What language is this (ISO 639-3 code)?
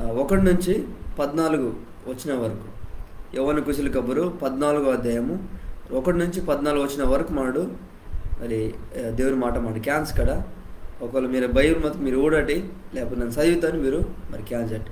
kff